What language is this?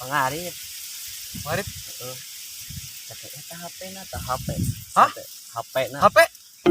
Sundanese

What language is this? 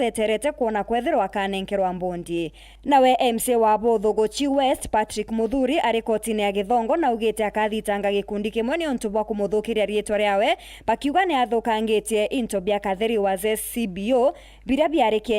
Meru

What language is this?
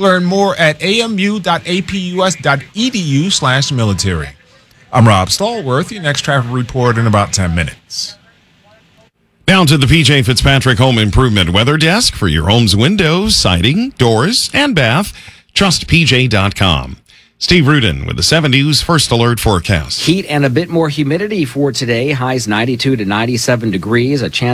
English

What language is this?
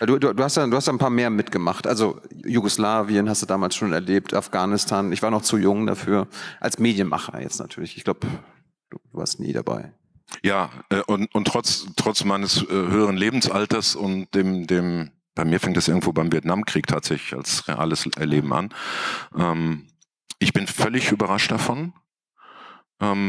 German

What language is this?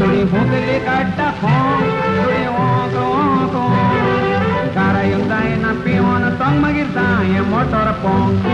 Konkani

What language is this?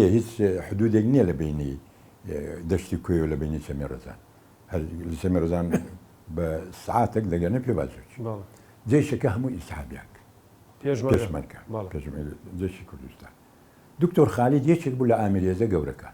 Central Kurdish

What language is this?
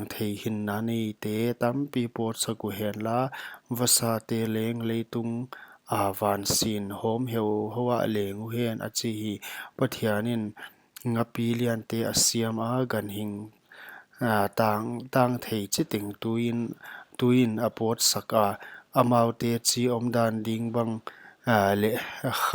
Paite Chin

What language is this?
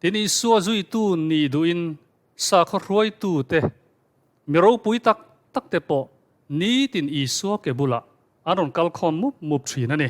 Mizo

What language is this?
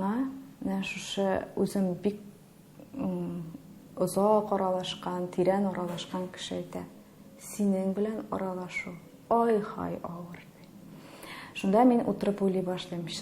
Tatar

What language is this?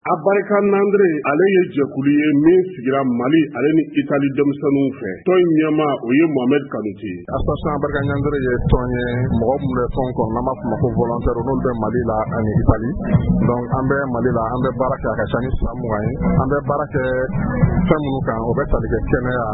Bambara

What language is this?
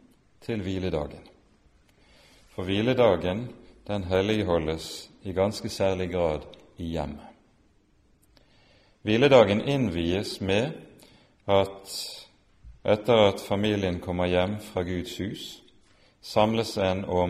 Norwegian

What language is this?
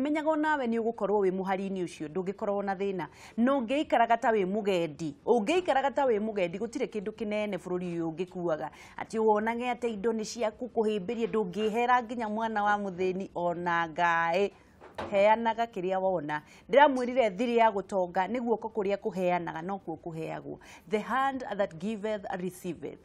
Kikuyu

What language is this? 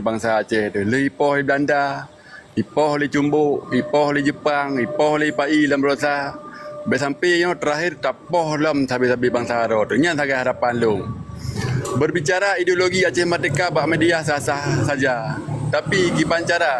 Achinese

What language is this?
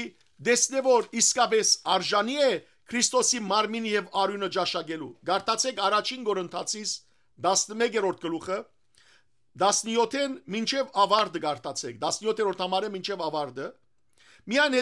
Western Armenian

